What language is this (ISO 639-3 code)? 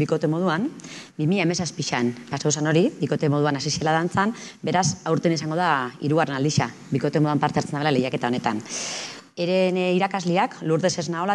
eus